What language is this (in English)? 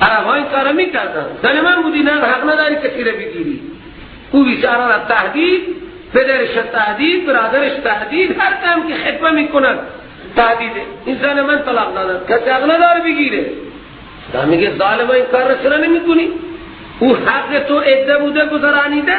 Persian